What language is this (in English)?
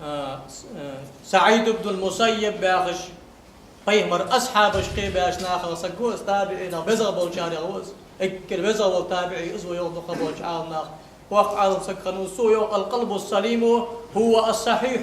Ingush